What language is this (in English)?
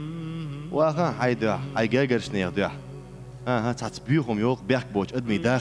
Chechen